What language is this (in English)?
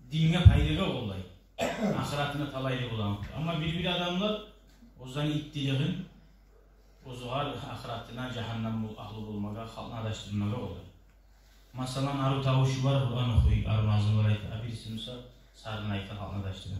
Kumyk